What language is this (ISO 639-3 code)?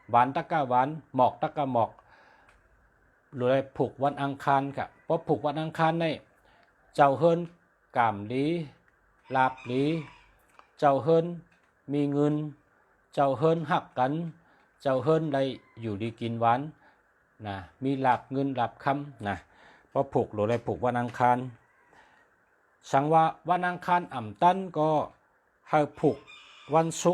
shn